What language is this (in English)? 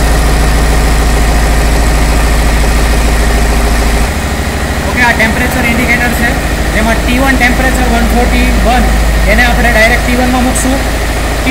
Gujarati